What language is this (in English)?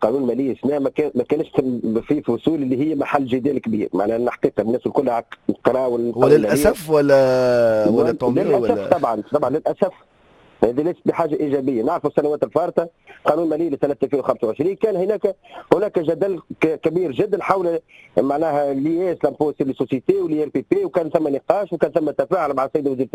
Tunisian Arabic